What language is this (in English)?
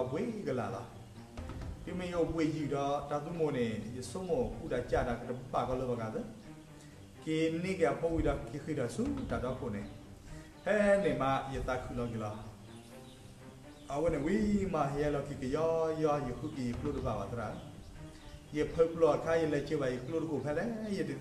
S'gaw Karen